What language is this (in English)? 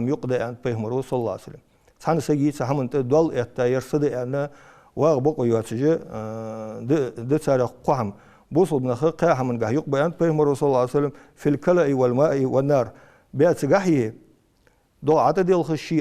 Ingush